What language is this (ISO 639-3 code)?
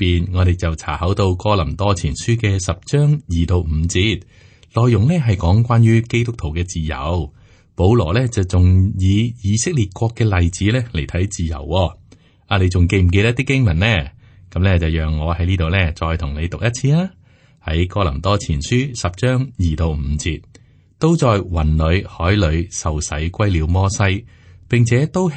yue